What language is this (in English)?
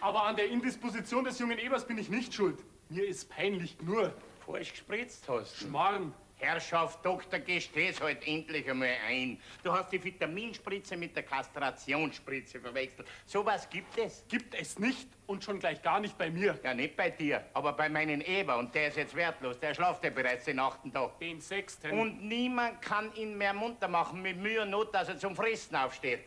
Bavarian